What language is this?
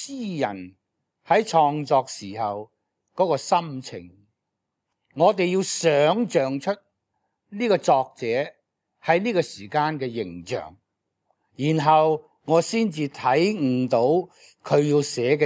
Cantonese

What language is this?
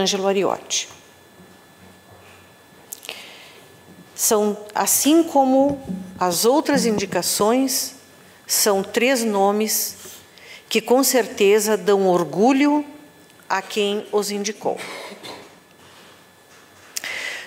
Portuguese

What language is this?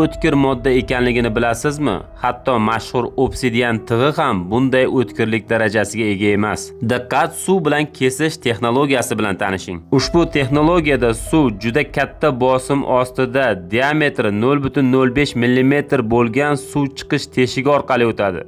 Uzbek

